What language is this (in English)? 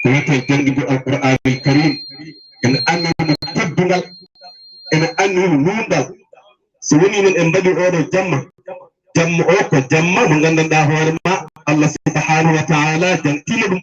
Fula